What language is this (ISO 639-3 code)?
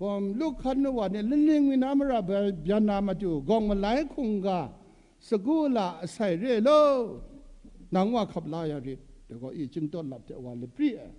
kac